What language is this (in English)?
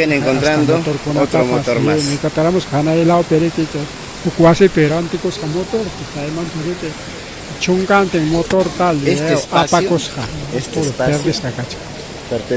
Ayacucho Quechua